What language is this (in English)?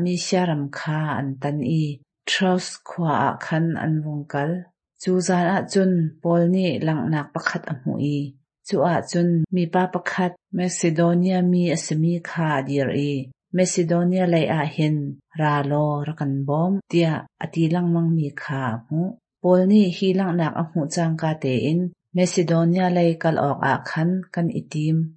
Hakha Chin